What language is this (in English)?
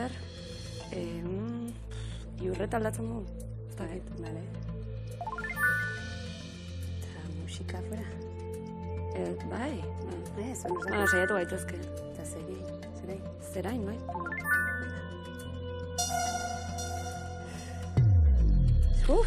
Basque